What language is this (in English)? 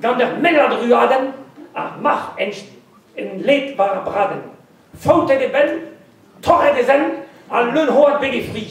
Breton